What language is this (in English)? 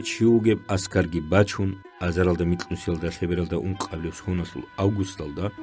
Avaric